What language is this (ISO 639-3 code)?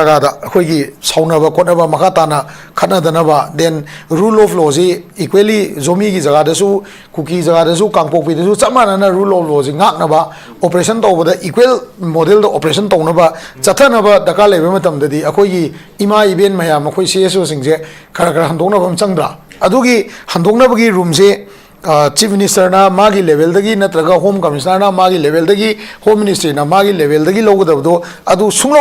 mni